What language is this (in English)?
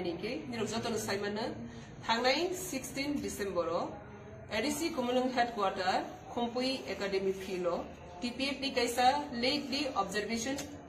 Riang (India)